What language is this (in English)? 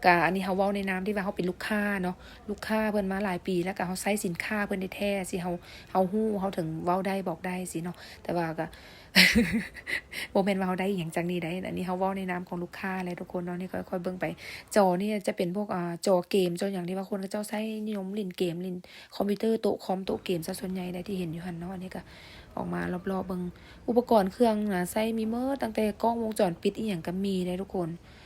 Lao